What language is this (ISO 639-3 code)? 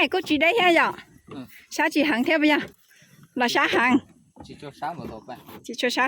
hmn